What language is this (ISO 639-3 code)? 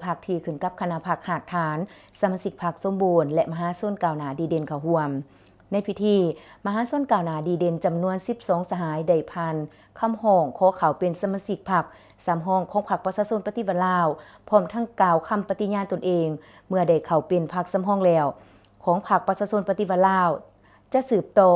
lao